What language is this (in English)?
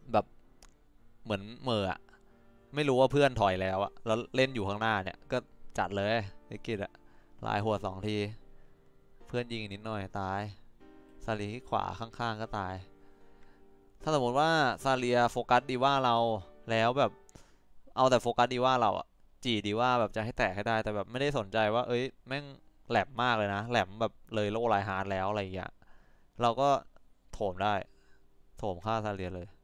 Thai